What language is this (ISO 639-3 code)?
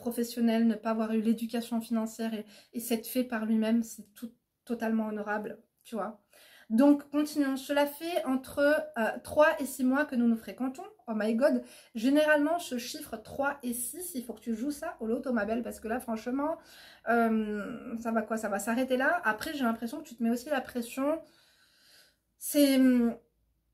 fra